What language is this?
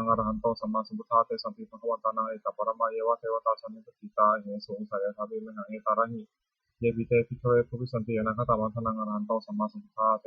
Pali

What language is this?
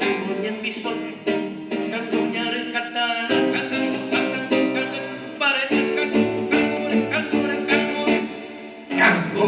Guarani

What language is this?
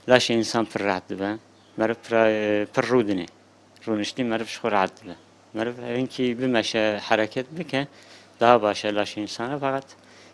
Kurdish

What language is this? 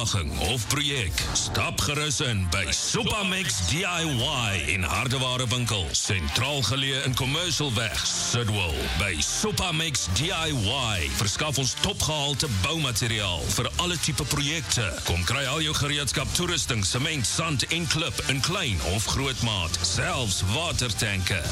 Afrikaans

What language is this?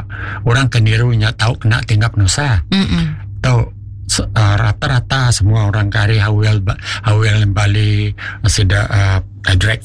Iban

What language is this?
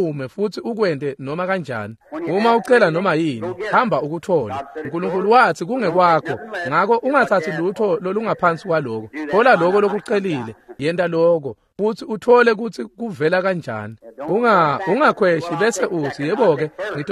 Swati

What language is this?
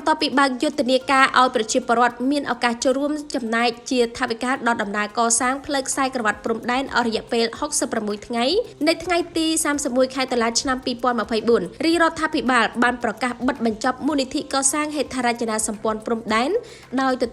Khmer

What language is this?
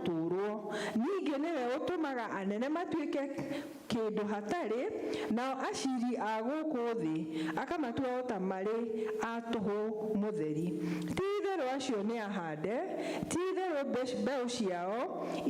Kikuyu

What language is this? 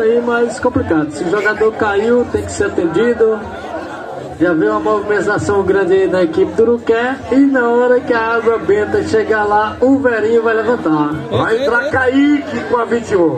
Portuguese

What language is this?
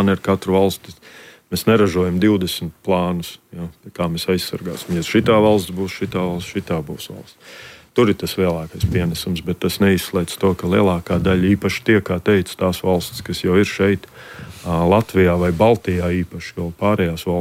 Latvian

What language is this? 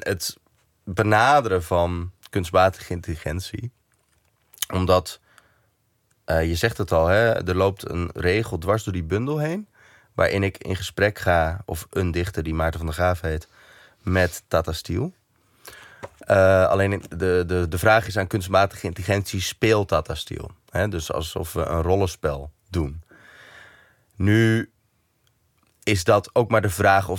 Dutch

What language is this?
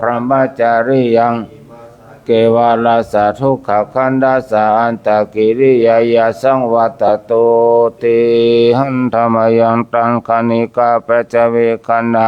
Pali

